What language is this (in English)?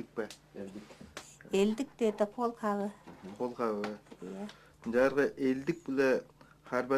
Tuvinian